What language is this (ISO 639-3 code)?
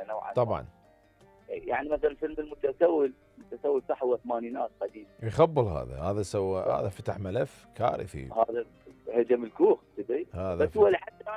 acm